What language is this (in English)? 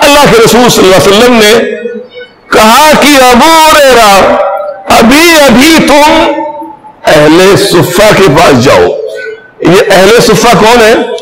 Urdu